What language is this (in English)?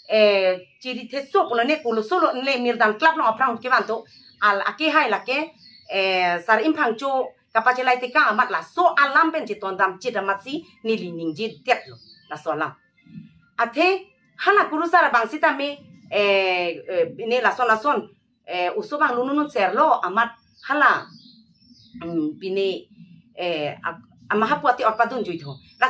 Karbi